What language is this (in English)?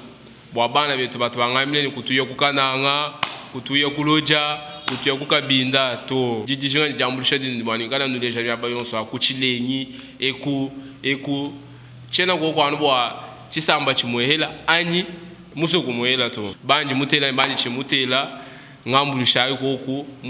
Luba-Lulua